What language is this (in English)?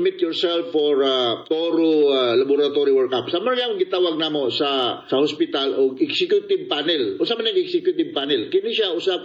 Cebuano